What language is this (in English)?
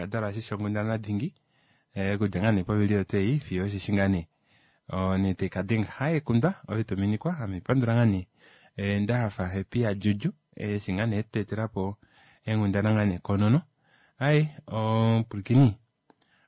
Kuanyama